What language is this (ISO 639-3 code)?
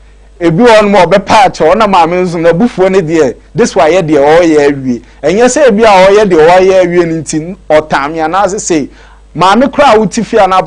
aka